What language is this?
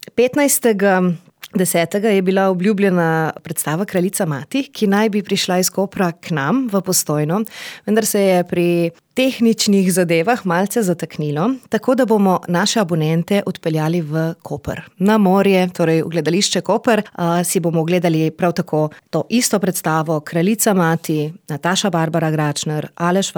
Slovenian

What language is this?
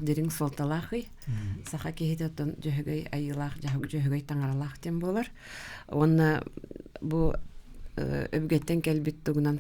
Yakut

